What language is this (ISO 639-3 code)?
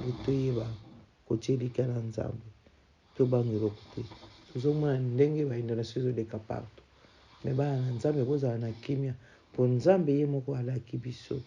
lin